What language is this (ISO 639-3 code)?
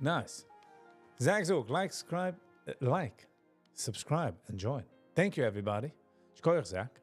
yid